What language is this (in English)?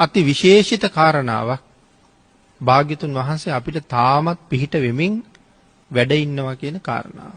Sinhala